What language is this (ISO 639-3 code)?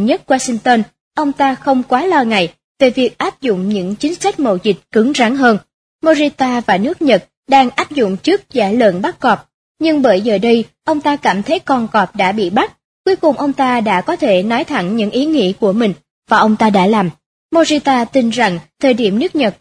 vie